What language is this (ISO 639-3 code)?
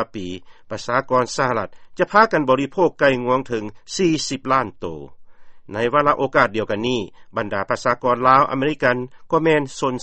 lao